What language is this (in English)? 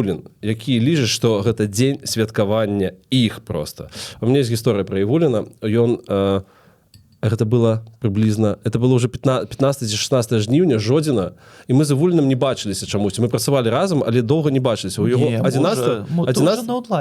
Belarusian